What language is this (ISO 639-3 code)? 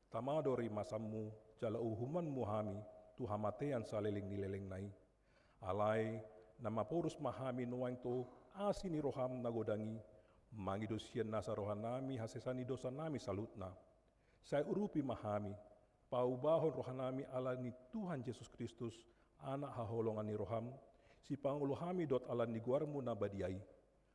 bbc